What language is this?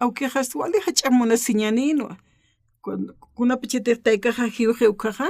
Aymara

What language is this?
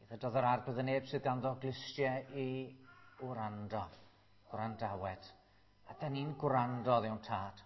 Welsh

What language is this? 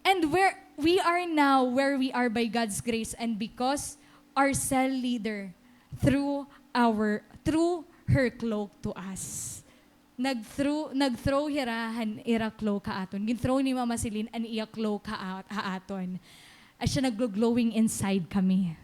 Waray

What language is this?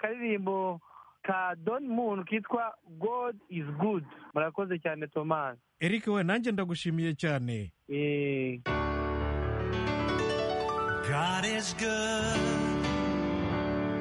Kinyarwanda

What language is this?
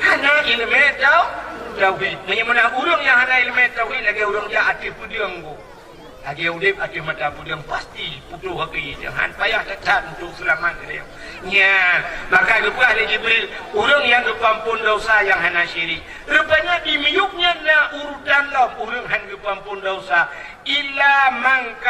Achinese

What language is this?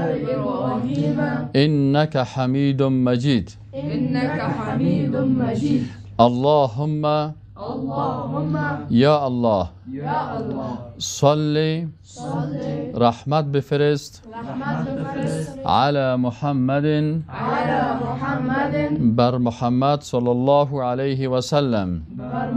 Persian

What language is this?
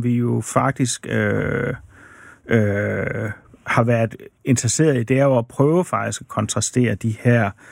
Danish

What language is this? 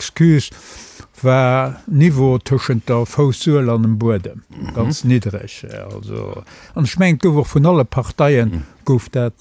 Luxembourgish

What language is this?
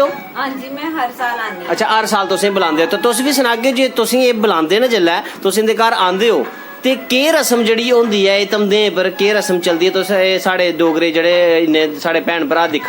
Dogri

